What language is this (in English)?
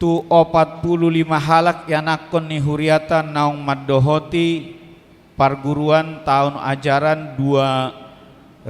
Batak Toba